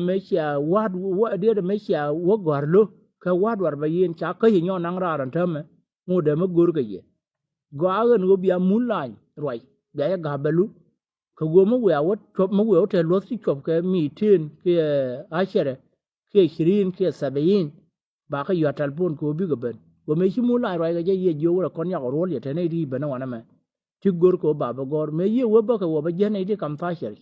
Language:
Nuer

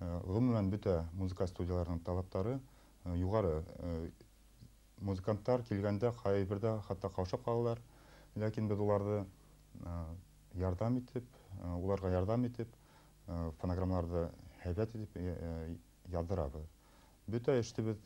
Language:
Bashkir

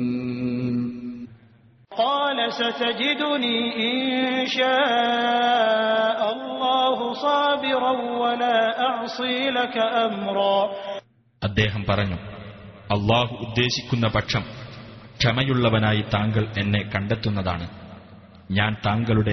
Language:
Malayalam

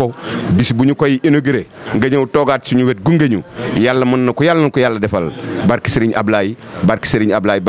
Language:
Wolof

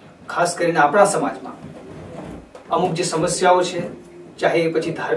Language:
Gujarati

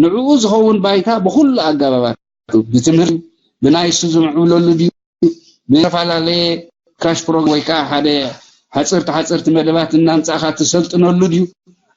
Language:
Tigrinya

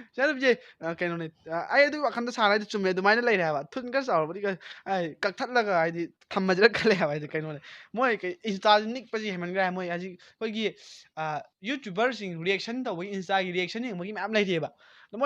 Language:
Manipuri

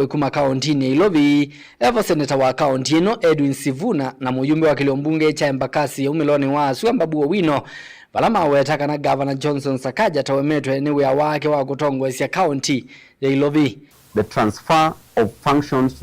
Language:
Kamba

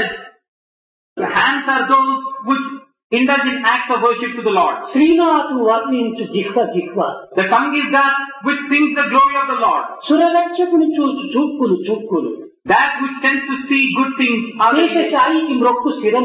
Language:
Telugu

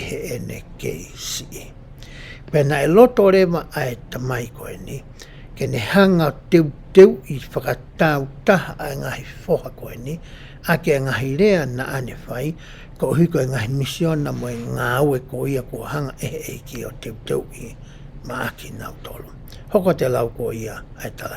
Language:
Tongan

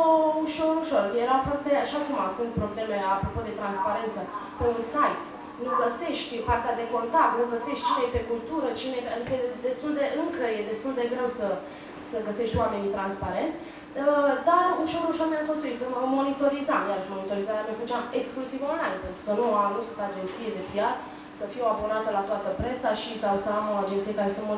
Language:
Romanian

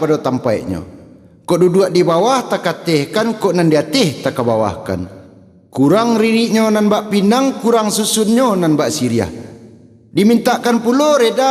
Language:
Minangkabau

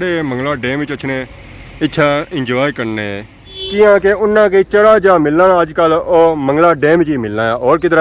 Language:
Pahari-Potwari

